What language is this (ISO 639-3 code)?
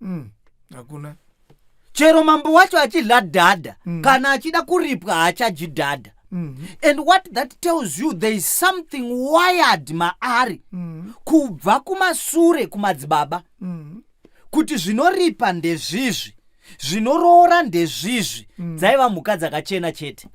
sna